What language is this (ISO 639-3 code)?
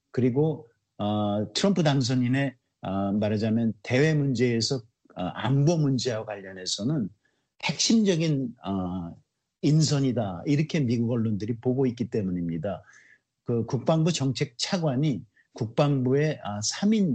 kor